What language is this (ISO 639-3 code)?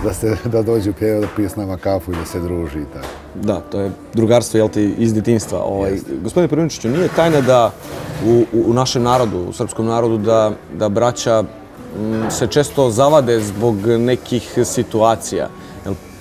srp